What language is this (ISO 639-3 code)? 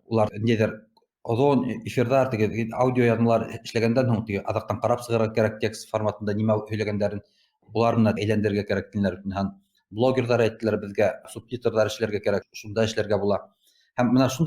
bak